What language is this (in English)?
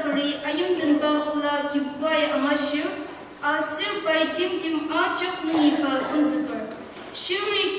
Ao Naga